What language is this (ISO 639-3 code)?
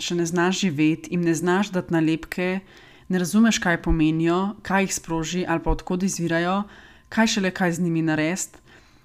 slv